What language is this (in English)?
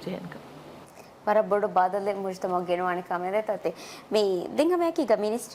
Divehi